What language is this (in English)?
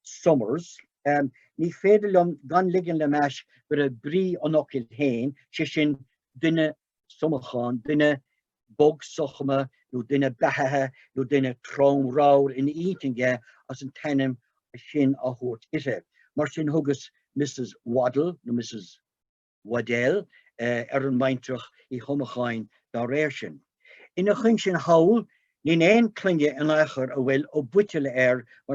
Irish